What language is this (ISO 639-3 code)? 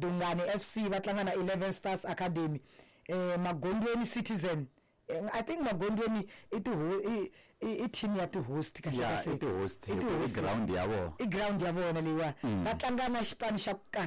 tso